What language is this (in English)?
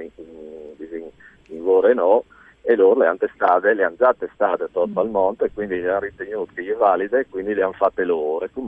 Friulian